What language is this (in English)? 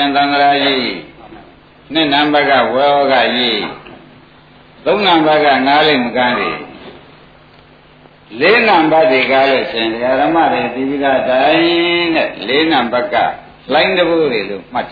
Burmese